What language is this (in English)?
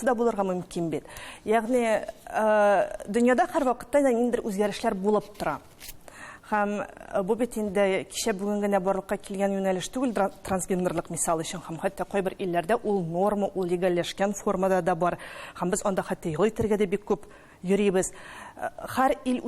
Tatar